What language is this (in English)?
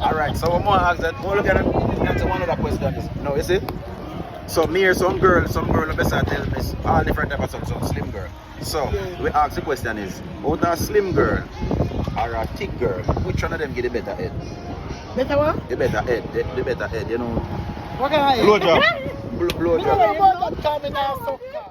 Jamaican Creole English